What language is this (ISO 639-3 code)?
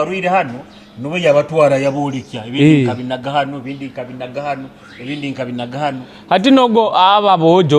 nyo